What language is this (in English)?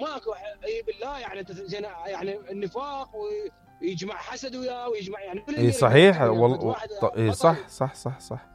Mesopotamian Arabic